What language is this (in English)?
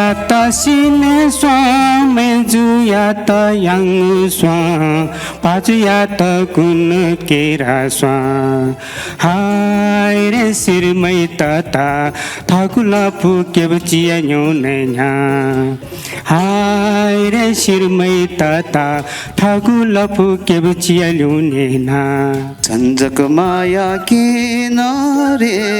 Newari